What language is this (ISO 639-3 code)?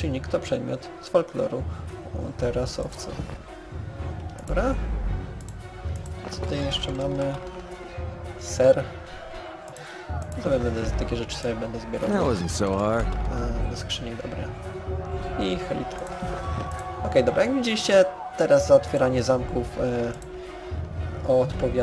pol